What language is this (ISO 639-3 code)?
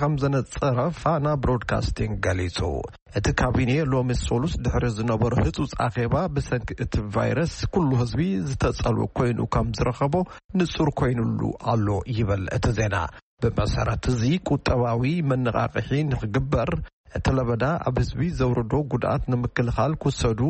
tir